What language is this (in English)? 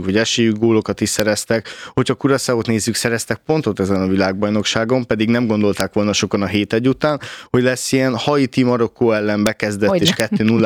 Hungarian